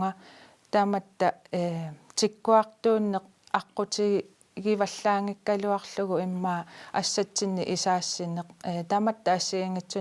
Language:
Kalaallisut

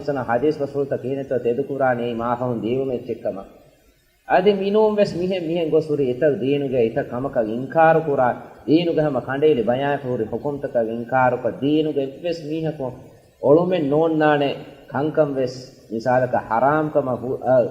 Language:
Divehi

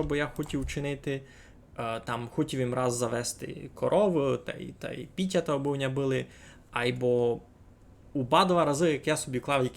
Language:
Rusyn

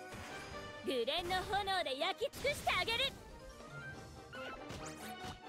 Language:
Japanese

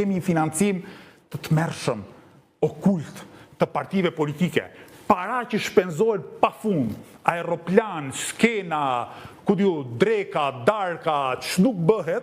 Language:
Albanian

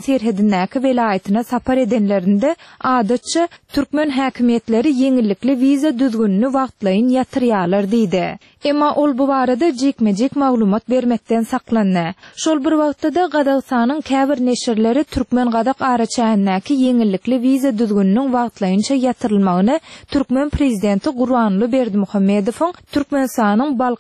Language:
Turkmen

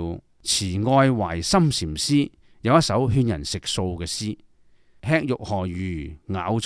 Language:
Cantonese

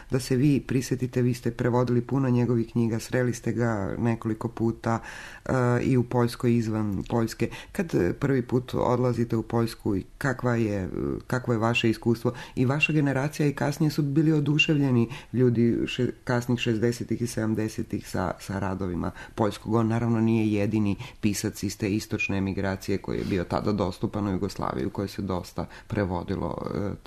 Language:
Serbian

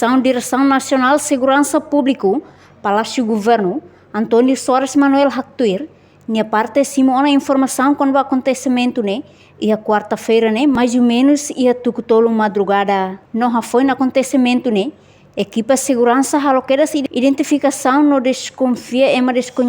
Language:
Tetum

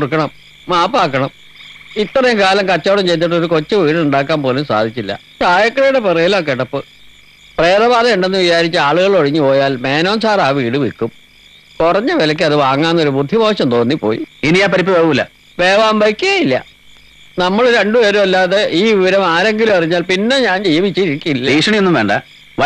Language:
Malayalam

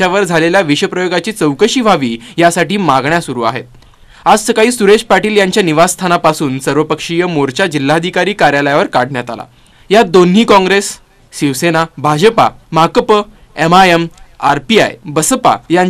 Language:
Marathi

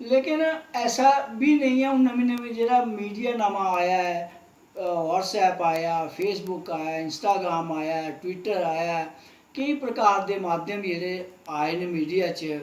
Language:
Dogri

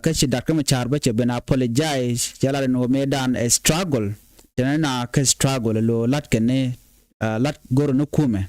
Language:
Nuer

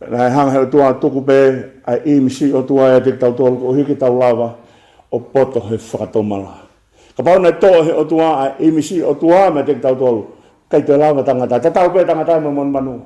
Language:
Tongan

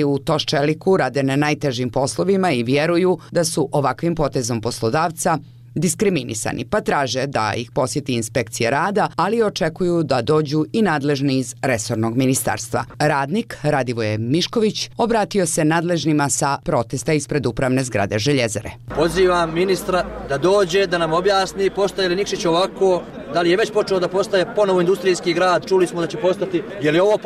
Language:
Croatian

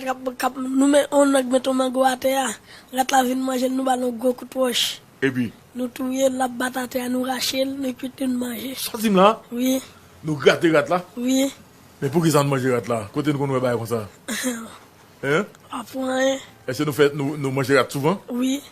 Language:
Haitian Creole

